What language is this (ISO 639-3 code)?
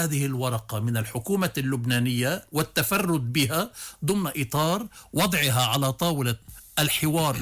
ara